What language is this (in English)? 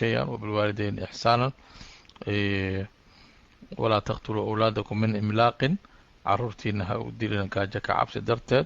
Somali